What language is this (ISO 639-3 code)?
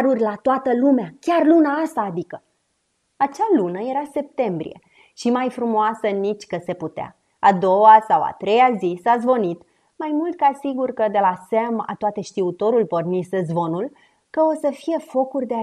ron